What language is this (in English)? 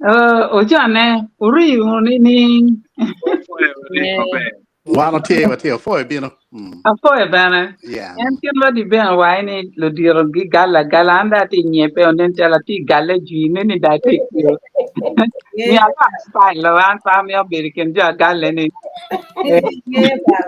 Acoli